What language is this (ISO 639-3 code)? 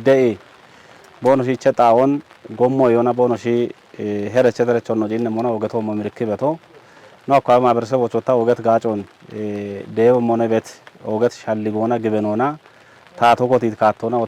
kbr